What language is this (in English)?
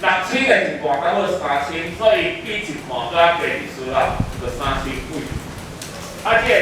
Min Nan Chinese